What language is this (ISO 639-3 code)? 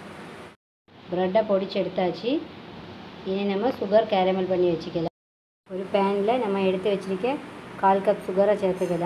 tam